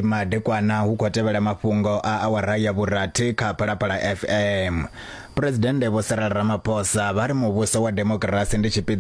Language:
Venda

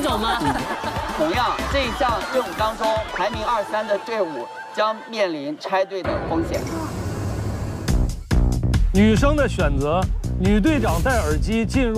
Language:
Chinese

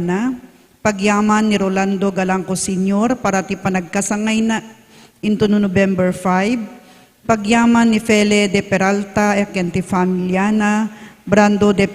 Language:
Iloko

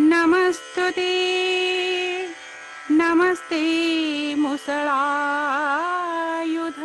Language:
Odia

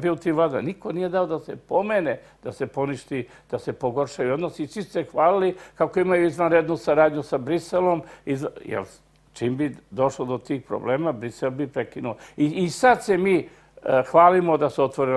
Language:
Serbian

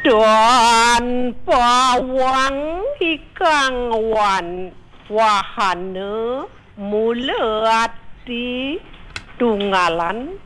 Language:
Balinese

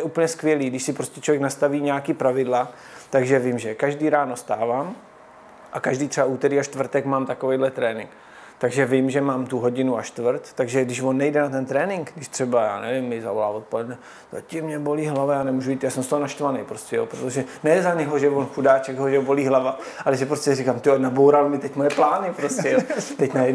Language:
Czech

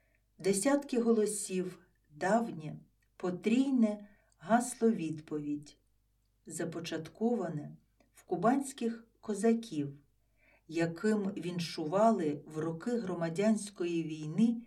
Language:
Ukrainian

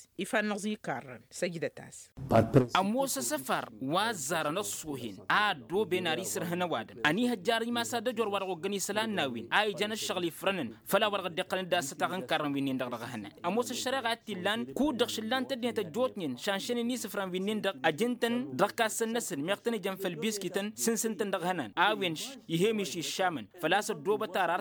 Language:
Tamasheq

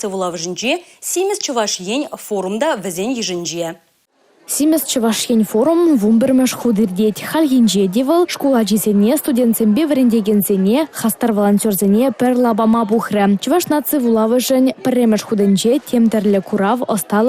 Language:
Chuvash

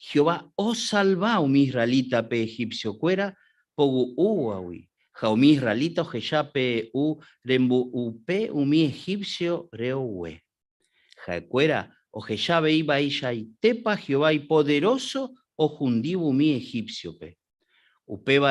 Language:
Guarani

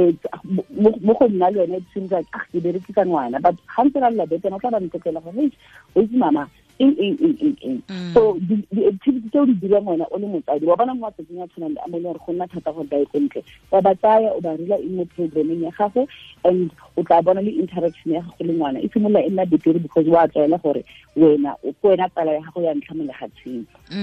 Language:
Tswana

